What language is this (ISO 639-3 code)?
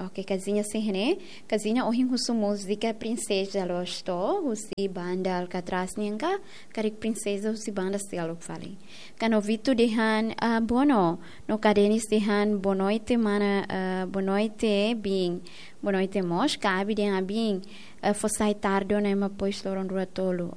tet